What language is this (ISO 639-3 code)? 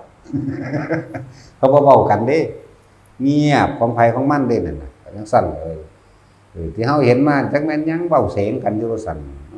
lao